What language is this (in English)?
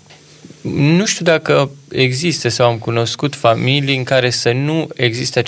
Romanian